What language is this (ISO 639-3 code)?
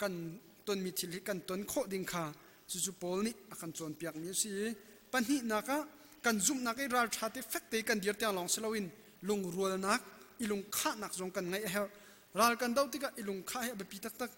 cnh